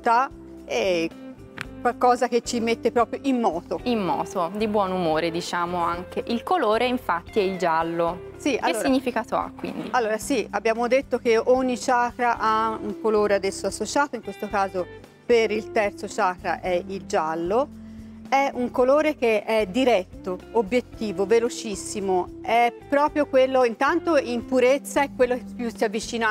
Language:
Italian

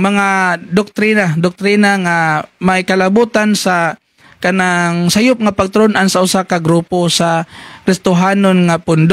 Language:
Cebuano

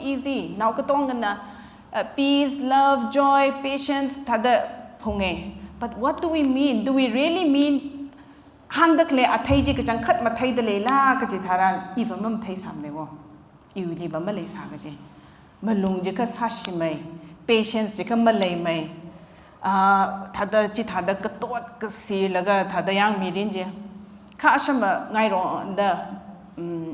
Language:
Tangkhul Naga (India)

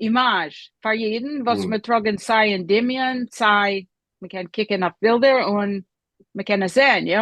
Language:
Yiddish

